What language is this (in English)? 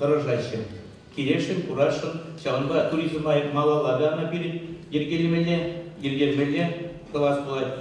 Chuvash